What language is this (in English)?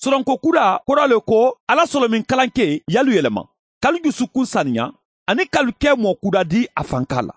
Bambara